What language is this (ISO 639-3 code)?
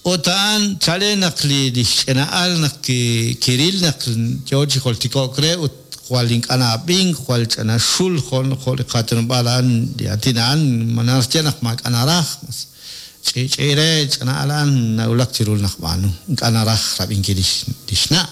kek